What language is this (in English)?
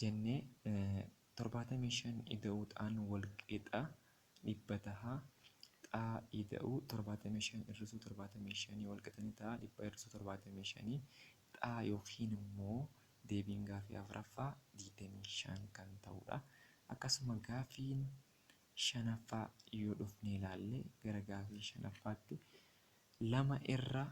Oromo